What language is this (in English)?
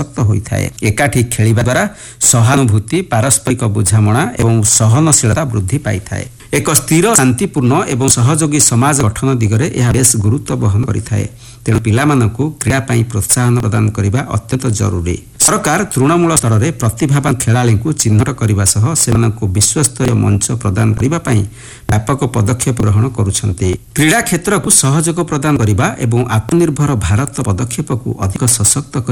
Odia